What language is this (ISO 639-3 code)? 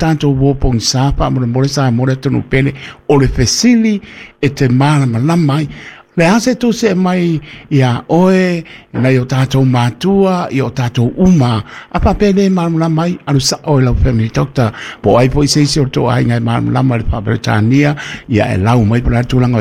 smo